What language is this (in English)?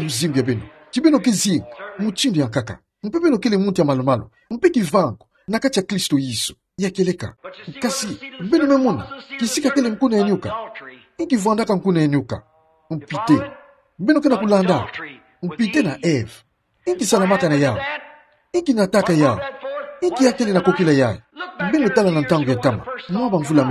Kituba (Democratic Republic of Congo)